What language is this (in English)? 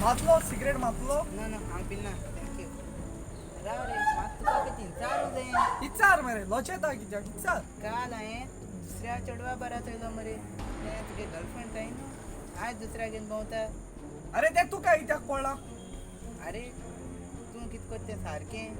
Konkani